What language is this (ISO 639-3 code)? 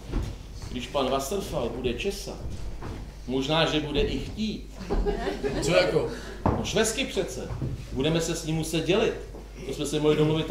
ces